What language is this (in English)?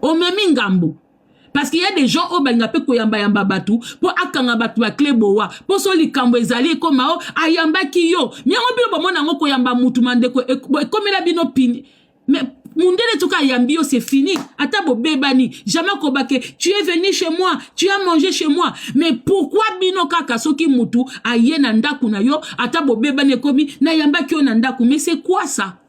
Lingala